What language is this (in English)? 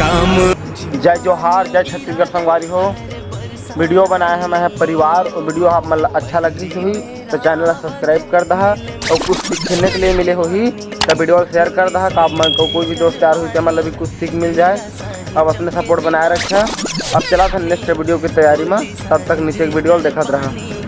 Chhattisgarhi